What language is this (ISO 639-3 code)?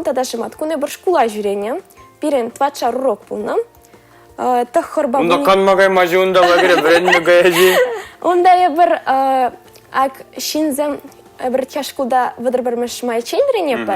chv